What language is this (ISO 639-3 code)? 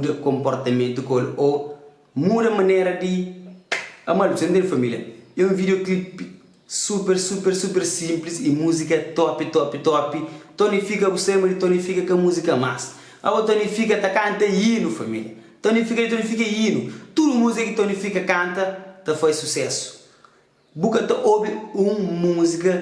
kea